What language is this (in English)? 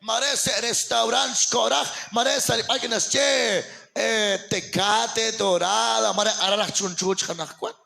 Kekchí